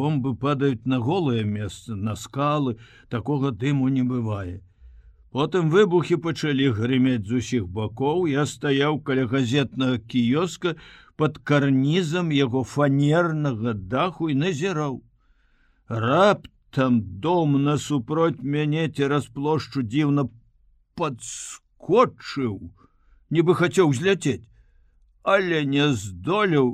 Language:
Belarusian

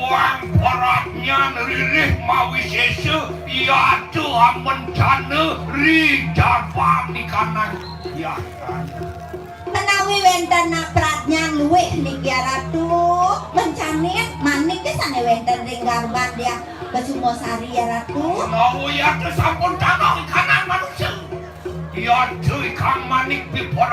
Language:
Balinese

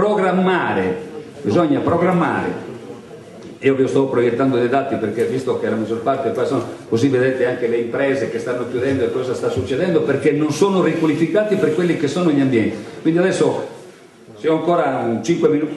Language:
Italian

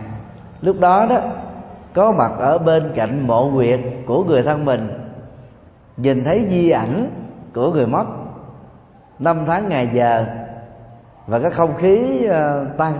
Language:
Vietnamese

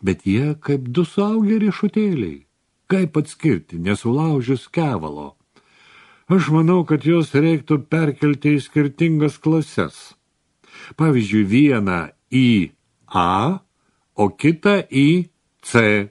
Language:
Lithuanian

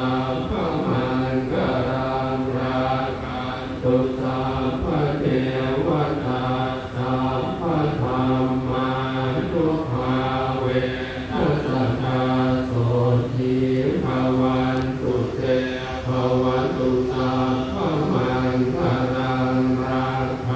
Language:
Pali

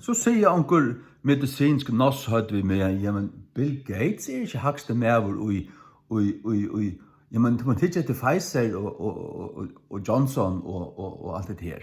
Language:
Faroese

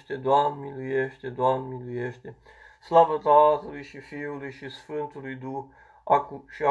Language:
Romanian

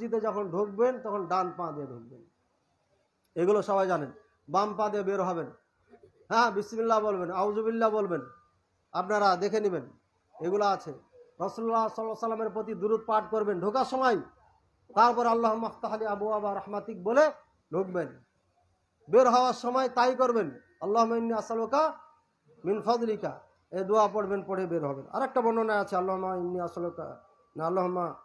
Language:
Bangla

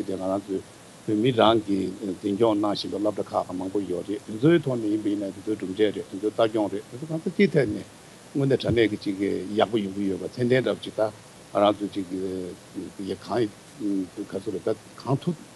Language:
Tibetan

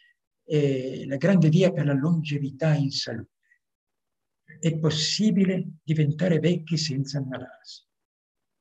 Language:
Italian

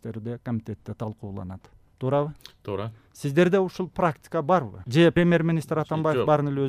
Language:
Kyrgyz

